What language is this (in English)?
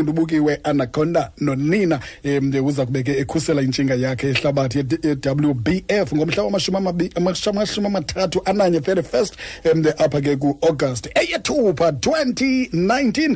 Xhosa